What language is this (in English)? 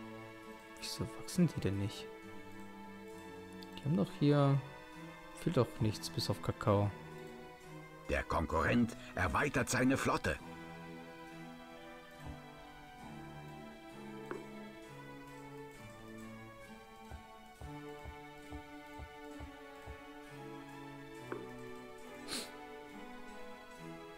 German